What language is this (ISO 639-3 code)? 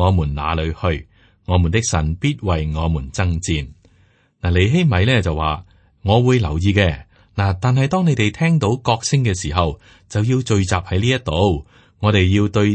yue